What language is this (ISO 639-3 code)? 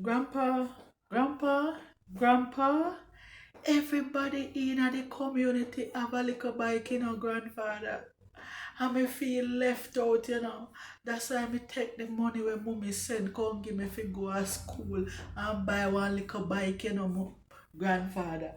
jam